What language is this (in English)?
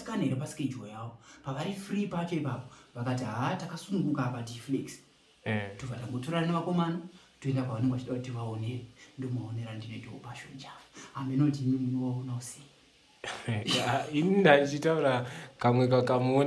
Shona